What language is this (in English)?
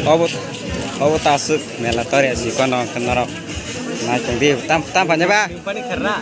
Kok Borok